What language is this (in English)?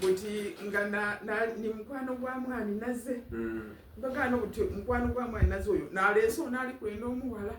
Soga